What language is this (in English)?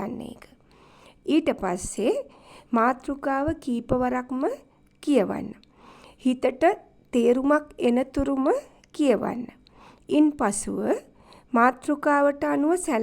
Sinhala